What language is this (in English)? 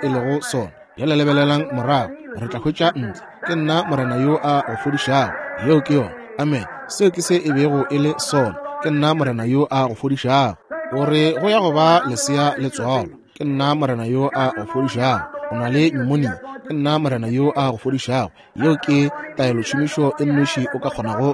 Northern Sotho